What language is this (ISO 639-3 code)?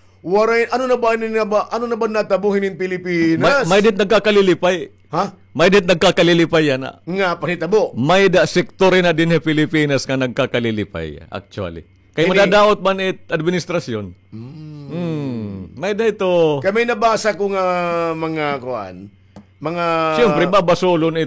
war